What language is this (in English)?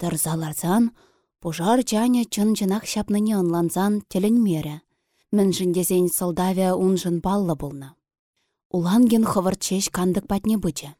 Chuvash